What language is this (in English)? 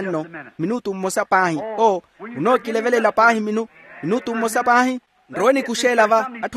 Makhuwa